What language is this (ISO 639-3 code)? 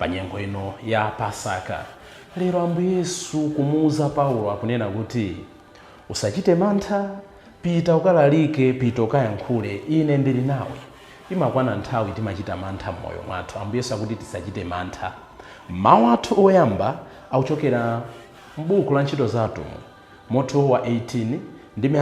nya